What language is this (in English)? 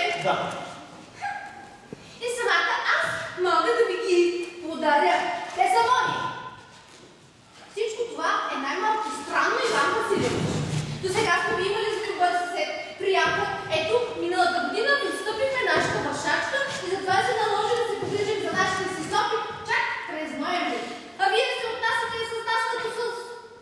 Bulgarian